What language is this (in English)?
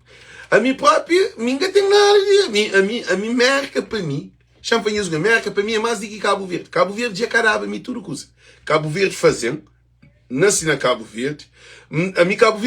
Kabuverdianu